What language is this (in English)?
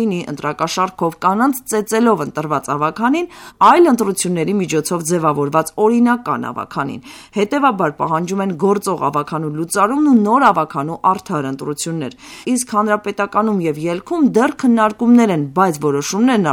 Armenian